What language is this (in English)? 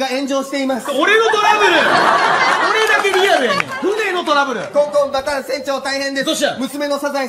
Japanese